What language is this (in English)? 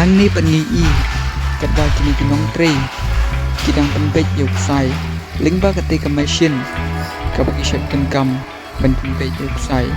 Khasi